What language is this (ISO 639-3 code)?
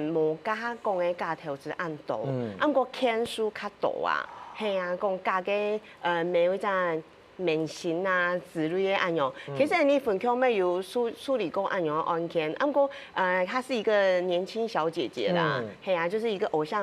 hak